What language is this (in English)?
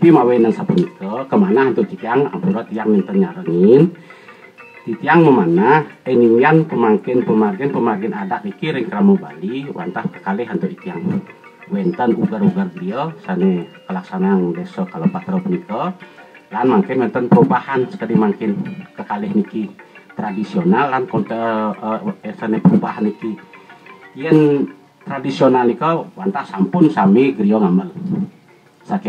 Balinese